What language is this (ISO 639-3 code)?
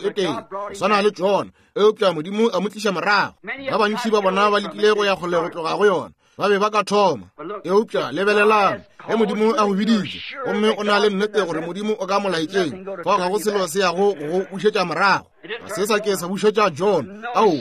nso